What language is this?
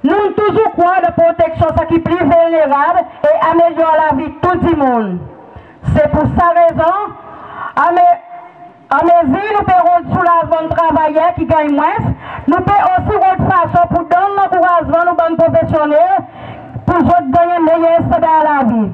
Seselwa Creole French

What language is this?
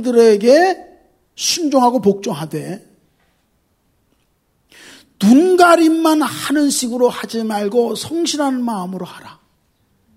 Korean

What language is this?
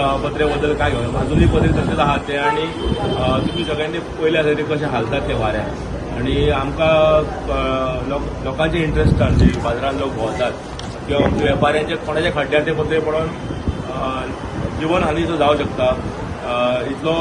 Konkani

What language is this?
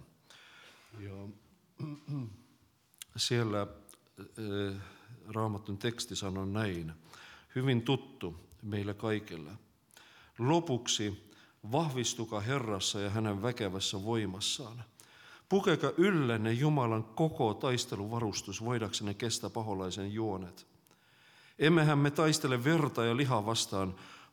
Finnish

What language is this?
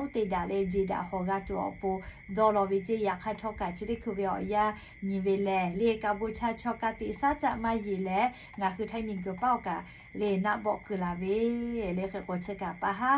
Lahu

